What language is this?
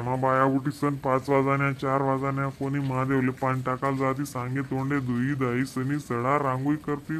Khandesi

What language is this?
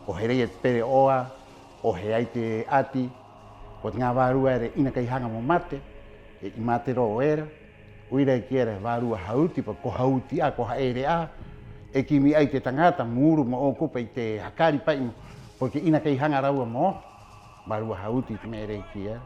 Rapanui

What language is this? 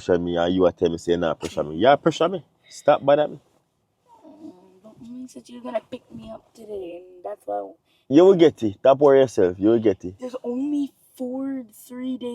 Jamaican Creole English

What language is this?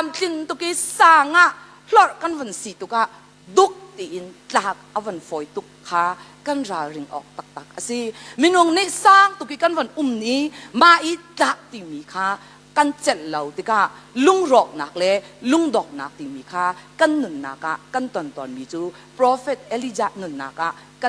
Hakha Chin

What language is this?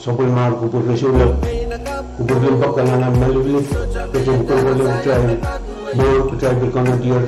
Pohnpeian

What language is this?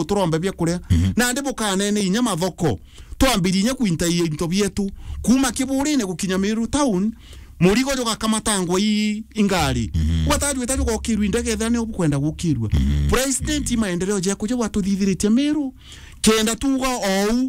Meru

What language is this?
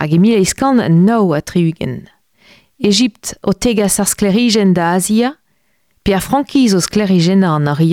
Breton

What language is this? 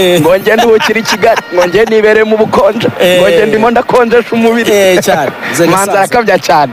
Kinyarwanda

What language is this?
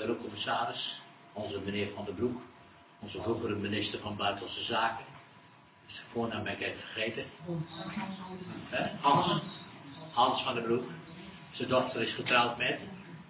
Dutch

